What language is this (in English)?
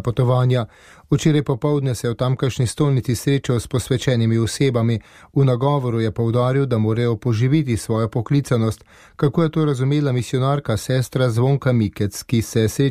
Slovenian